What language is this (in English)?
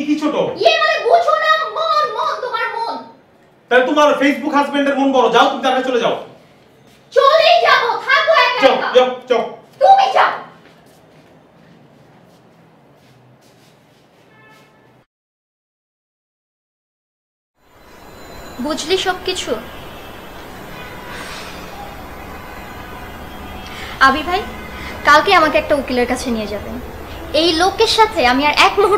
Bangla